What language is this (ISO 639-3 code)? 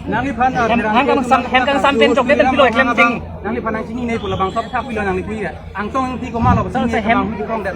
mjw